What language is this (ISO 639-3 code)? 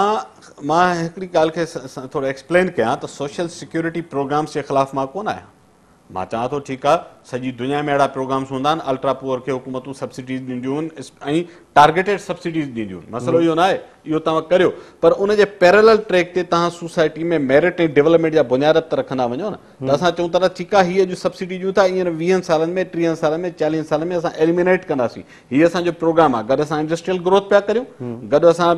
snd